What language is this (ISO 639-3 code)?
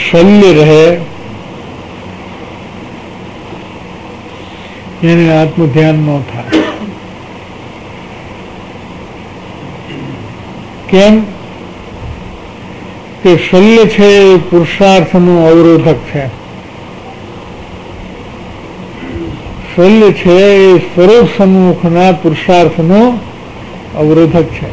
guj